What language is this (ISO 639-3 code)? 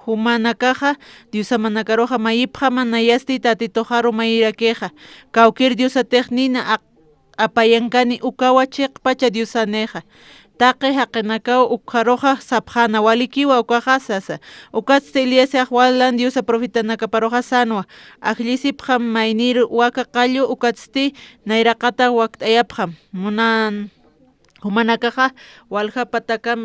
aym